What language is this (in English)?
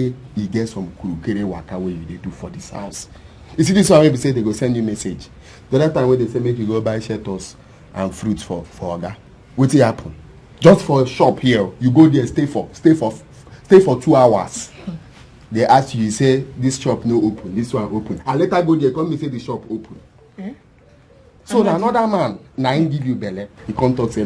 Nigerian Pidgin